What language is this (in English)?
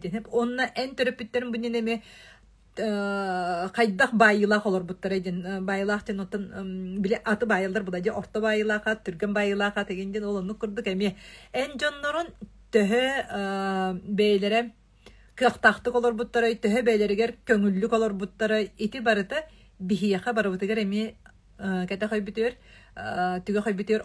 Yakut